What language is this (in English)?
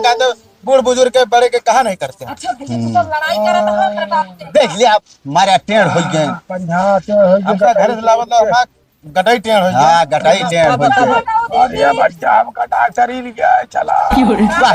Awadhi